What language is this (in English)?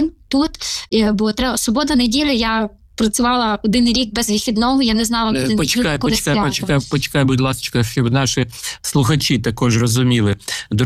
Ukrainian